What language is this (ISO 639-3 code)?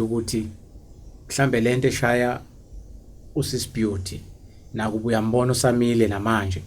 zul